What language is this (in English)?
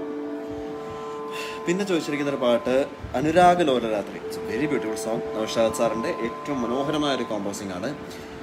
Malayalam